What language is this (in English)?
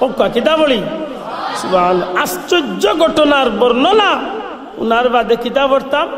Sylheti